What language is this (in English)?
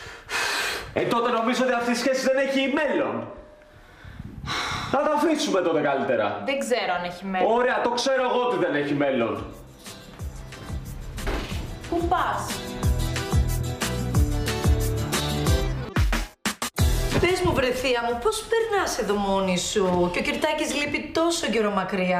Greek